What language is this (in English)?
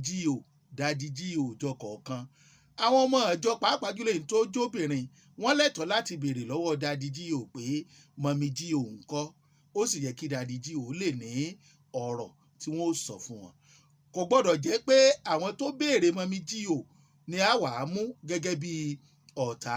Yoruba